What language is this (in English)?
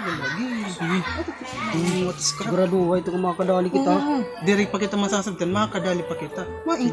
Waray